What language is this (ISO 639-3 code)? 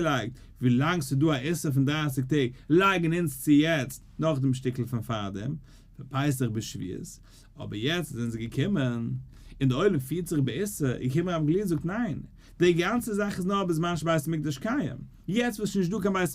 yid